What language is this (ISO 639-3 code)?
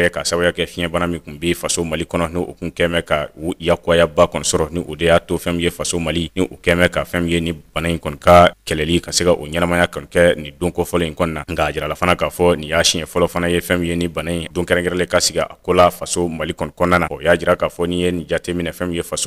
bam